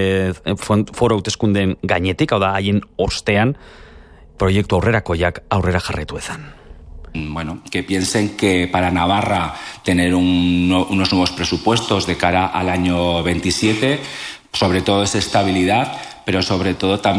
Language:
Basque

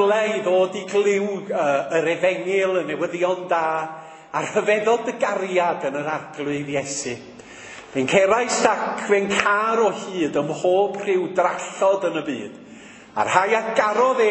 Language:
Welsh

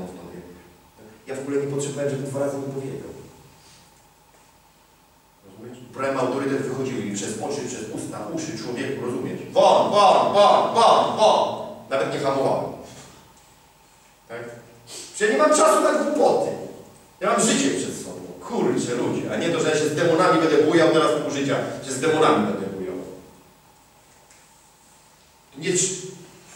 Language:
Polish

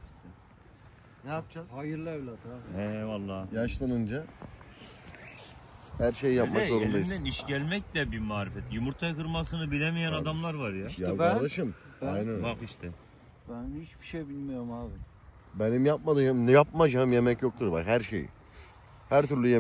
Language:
Turkish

